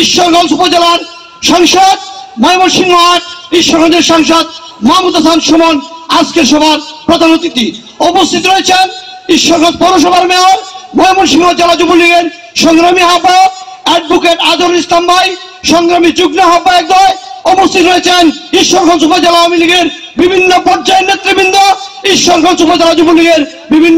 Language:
Bangla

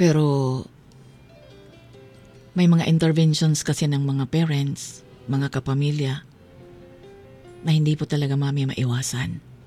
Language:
Filipino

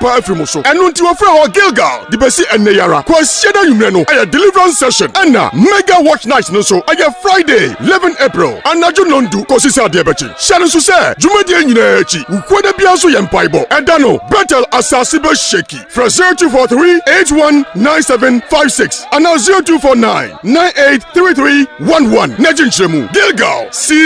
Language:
Akan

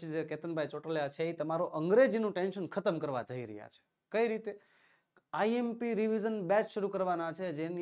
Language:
Gujarati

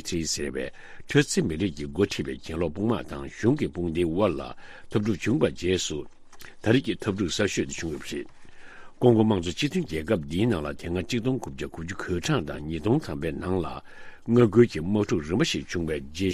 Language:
Tibetan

